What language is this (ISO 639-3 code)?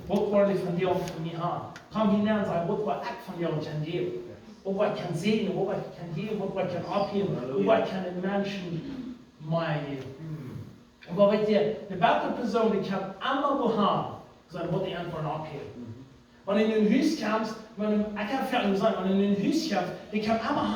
pdt